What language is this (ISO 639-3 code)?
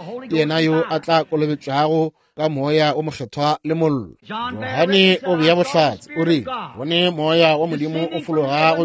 nso